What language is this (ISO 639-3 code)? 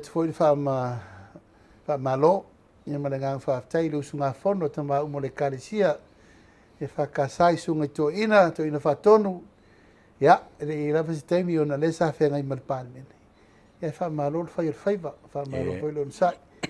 smo